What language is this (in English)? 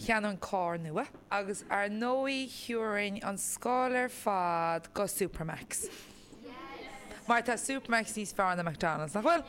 Irish